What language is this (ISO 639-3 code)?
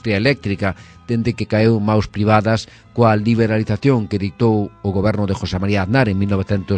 glg